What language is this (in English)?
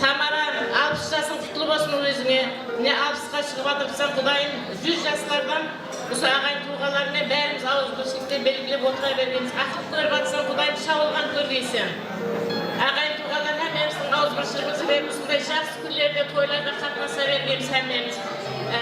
Kara-Kalpak